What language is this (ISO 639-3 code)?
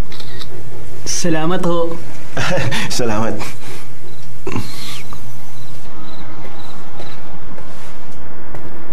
fil